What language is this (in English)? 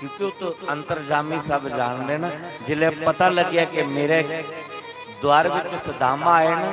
Dogri